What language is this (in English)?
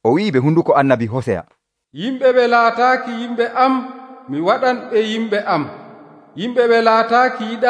Nigerian Fulfulde